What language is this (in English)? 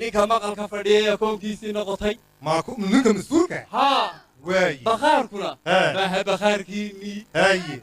Somali